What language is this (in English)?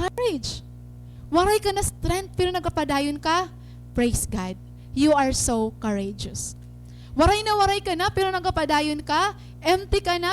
Waray